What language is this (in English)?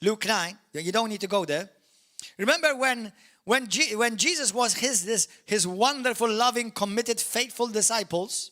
English